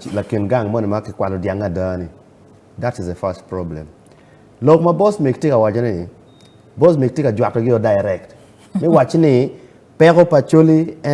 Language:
Acoli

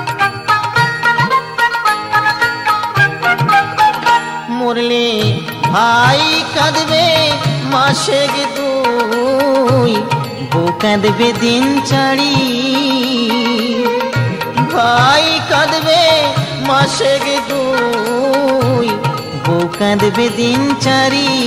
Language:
Bangla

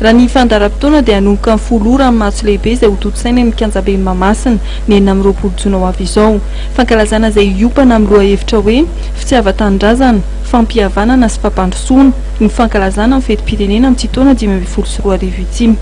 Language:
Malagasy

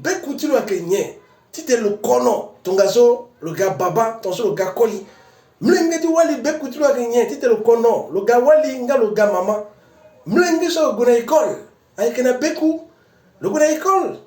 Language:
Sango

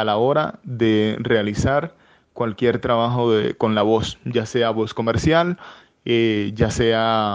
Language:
Spanish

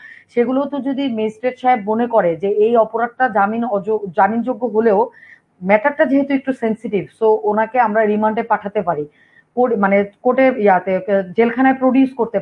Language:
Bangla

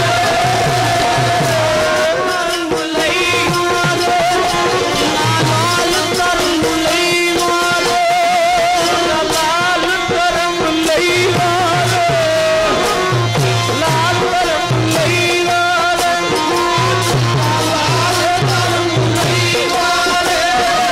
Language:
Punjabi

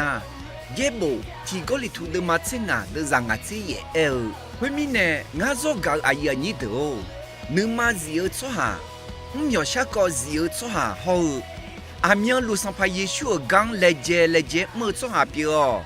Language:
Akha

